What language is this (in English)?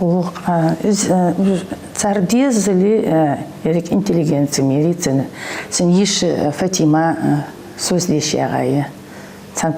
Ingush